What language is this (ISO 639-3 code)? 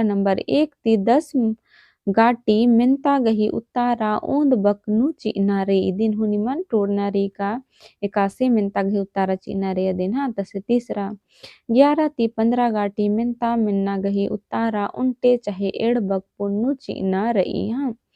kru